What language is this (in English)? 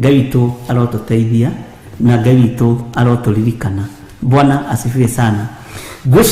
Kikuyu